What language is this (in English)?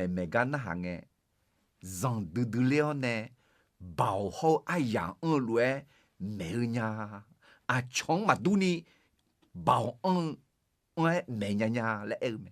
Akha